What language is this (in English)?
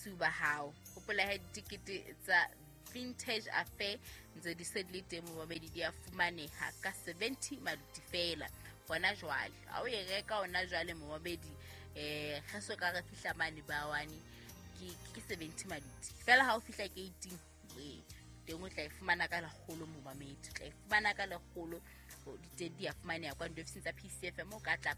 Southern Sotho